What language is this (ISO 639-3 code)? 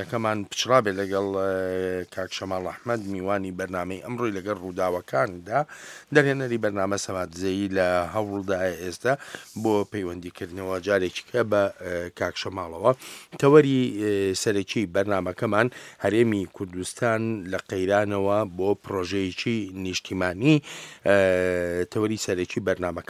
ckb